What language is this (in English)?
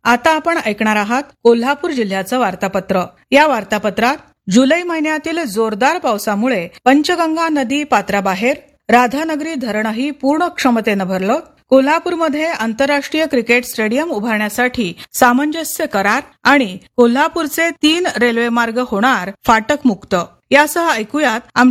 Marathi